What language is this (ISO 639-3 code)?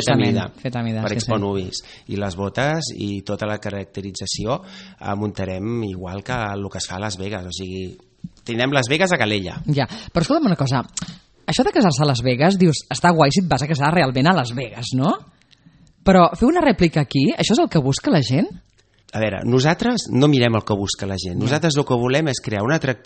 cat